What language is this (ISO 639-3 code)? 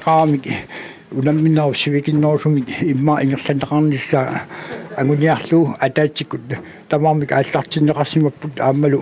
kal